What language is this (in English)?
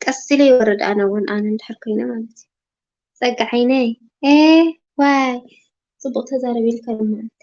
Tigrinya